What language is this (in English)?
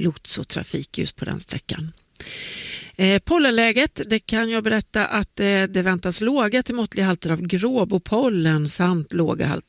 Swedish